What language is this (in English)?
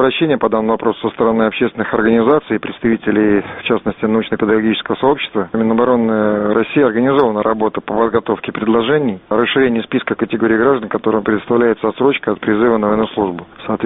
Russian